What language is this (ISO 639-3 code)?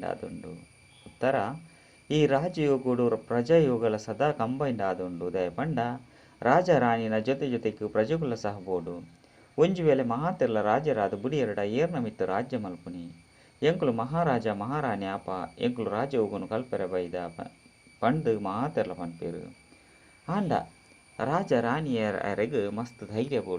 tcy